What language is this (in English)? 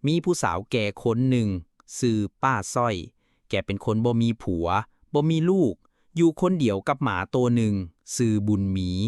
Northeastern Thai